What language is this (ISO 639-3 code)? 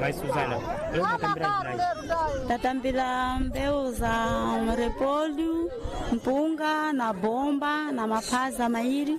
seh